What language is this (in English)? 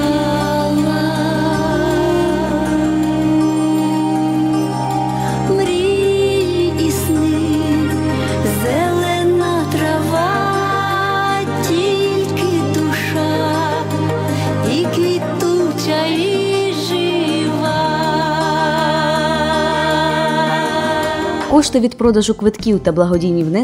Ukrainian